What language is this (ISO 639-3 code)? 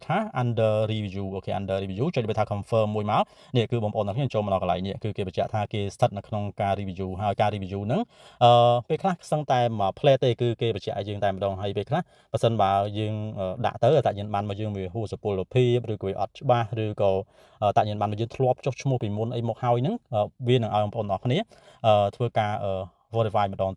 khm